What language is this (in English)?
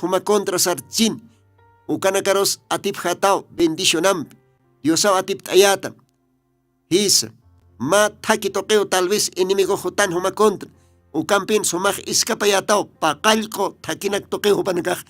Aymara